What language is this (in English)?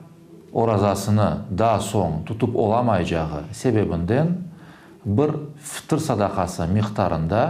Crimean Tatar